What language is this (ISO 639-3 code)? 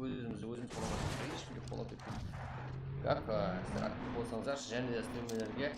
kaa